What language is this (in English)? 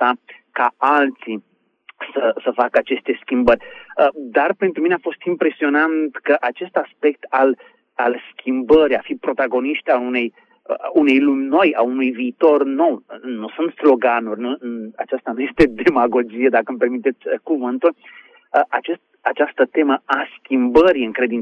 Romanian